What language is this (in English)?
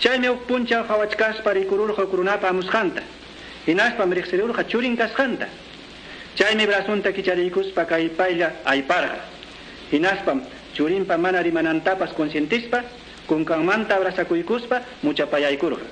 Quechua